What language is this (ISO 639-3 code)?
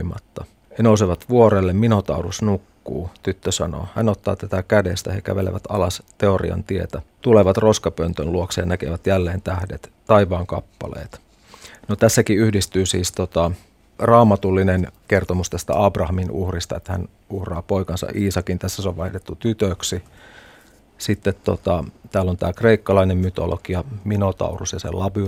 fin